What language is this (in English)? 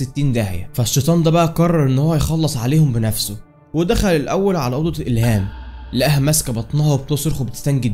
Egyptian Arabic